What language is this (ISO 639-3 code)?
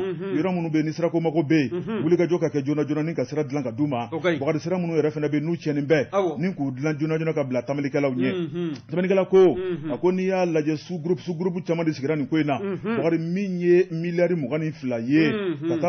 bam